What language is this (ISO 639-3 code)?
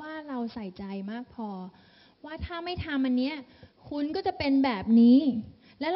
tha